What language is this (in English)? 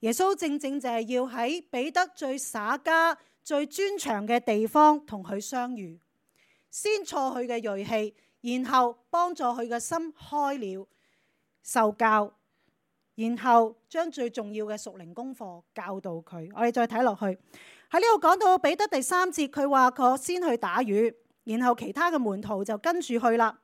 Cantonese